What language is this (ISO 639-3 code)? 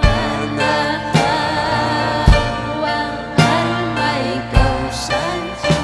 quy